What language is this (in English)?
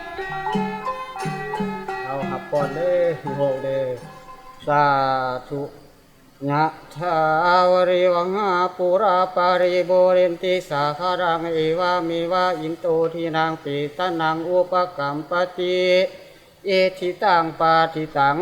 Lao